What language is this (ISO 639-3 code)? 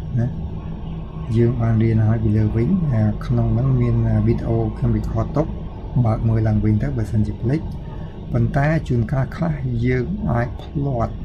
khm